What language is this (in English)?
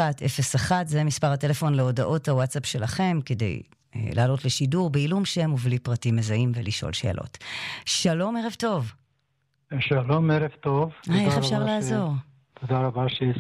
Hebrew